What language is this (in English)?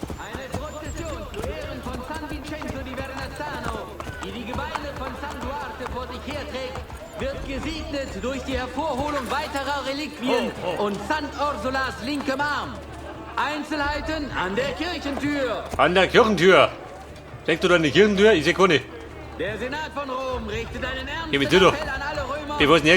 Bavarian